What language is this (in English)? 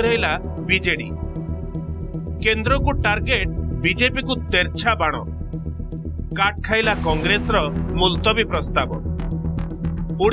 Odia